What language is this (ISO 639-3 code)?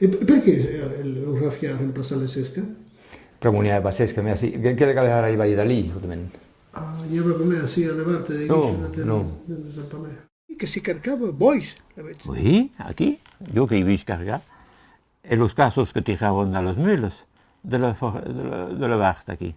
oci